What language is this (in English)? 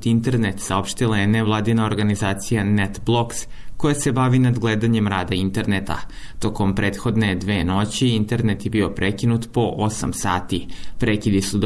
Serbian